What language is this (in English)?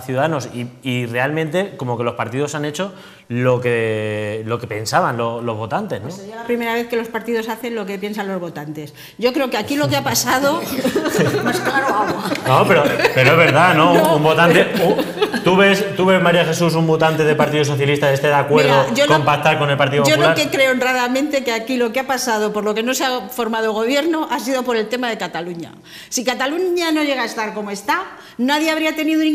Spanish